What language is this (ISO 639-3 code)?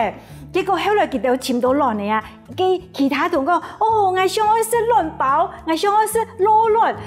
hak